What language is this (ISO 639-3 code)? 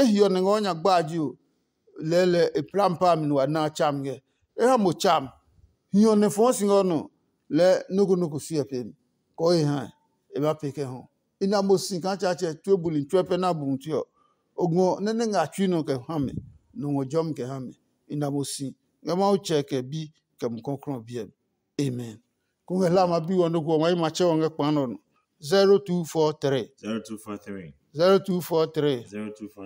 ada